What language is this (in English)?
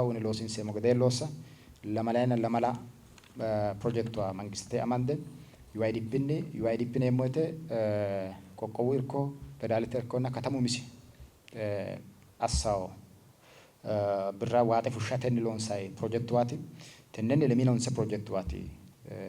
Sidamo